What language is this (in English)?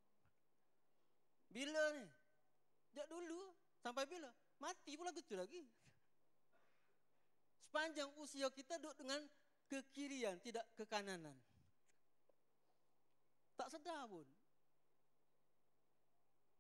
Malay